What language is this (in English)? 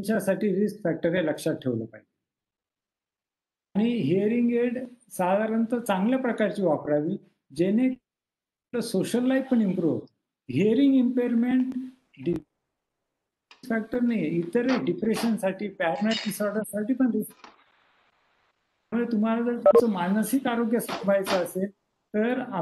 Marathi